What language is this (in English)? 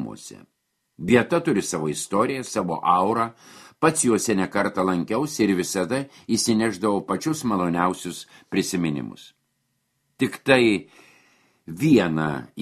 Lithuanian